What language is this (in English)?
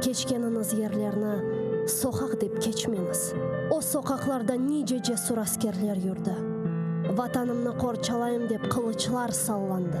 Crimean Tatar